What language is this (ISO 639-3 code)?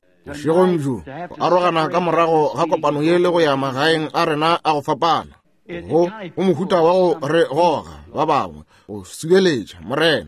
nso